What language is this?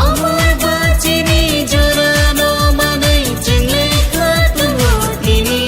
Kok Borok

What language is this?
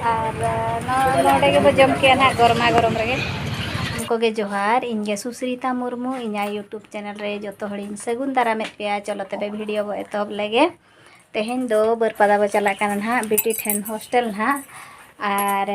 Santali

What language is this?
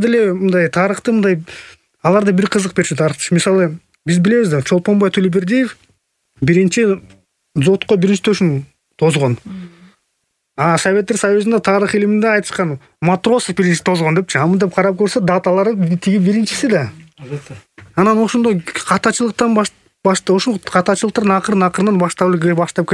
Kyrgyz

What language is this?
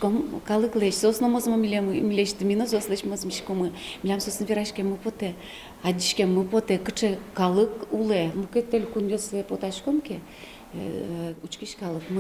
Udmurt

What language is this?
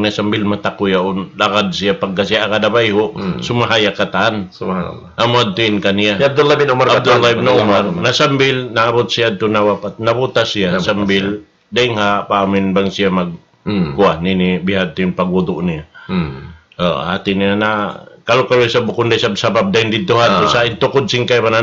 Tausug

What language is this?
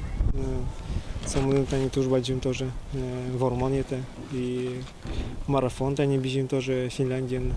Udmurt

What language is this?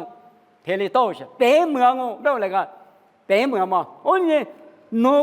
Lisu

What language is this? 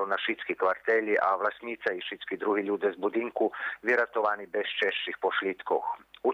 Rusyn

